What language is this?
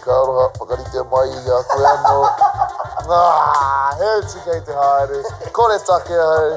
Māori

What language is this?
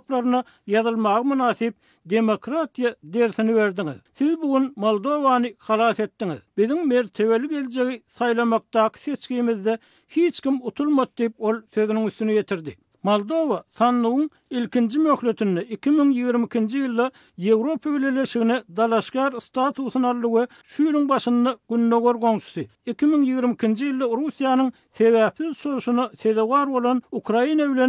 Turkmen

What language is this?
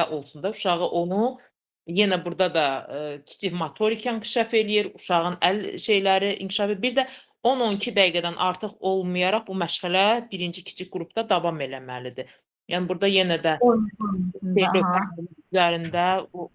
Azerbaijani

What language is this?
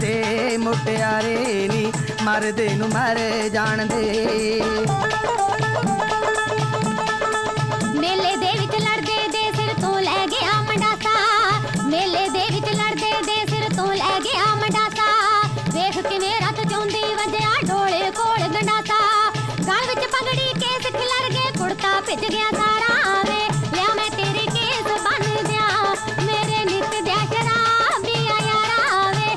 Punjabi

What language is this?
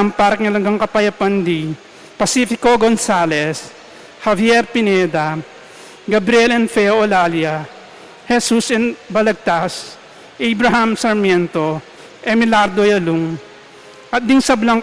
Pampanga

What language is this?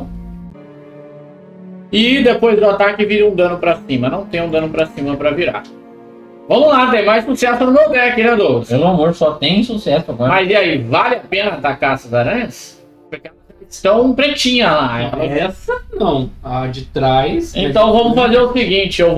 Portuguese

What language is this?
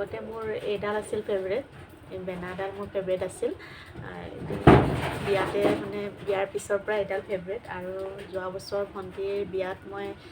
Assamese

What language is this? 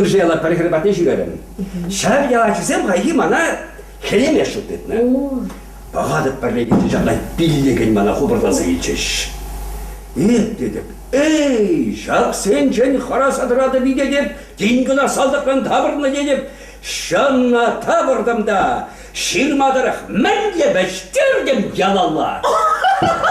Chuvash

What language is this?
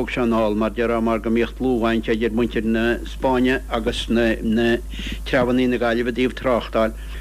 Irish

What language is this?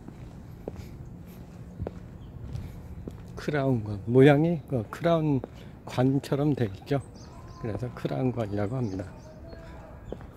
Korean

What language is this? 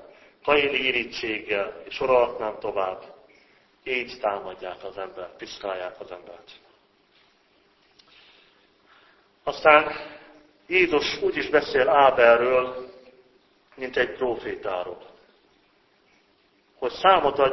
Hungarian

